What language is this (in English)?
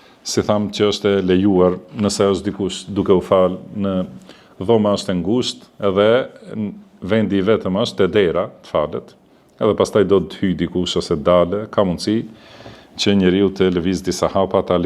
Albanian